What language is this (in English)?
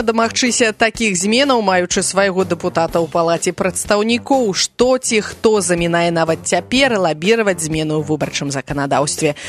Belarusian